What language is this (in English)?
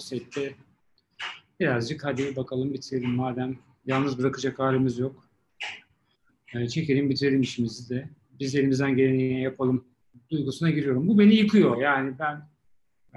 Turkish